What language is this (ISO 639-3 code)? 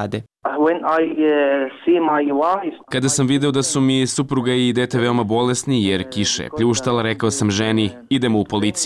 srp